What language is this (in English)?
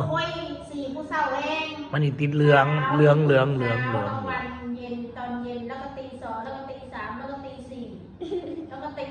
Northeastern Thai